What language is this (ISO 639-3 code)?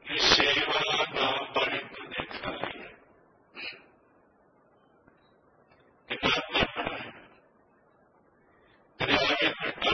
pan